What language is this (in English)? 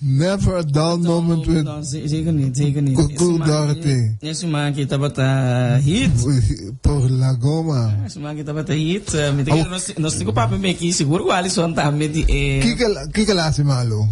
Papiamento